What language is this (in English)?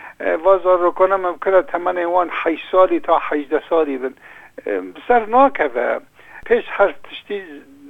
Kurdish